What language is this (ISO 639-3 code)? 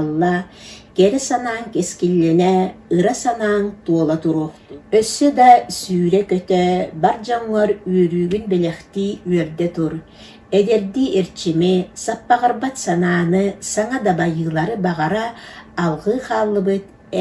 sah